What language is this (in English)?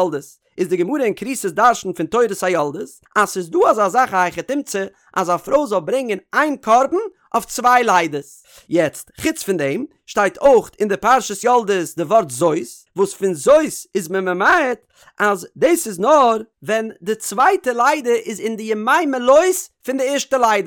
Yiddish